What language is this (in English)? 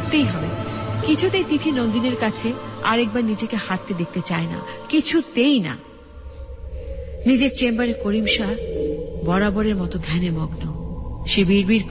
Bangla